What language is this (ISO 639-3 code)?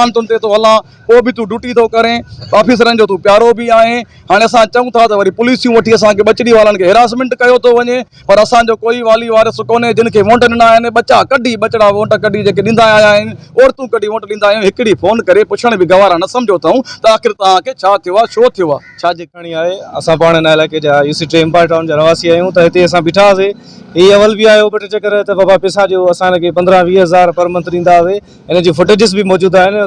snd